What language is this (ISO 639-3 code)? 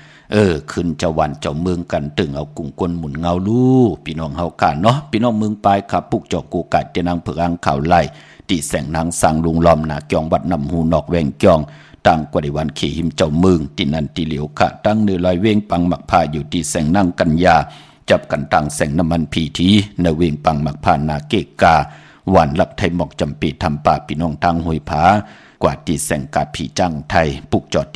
shn